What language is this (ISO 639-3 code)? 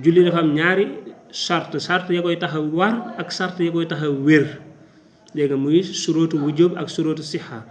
wol